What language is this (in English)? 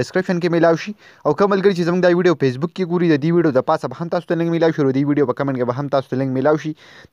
Pashto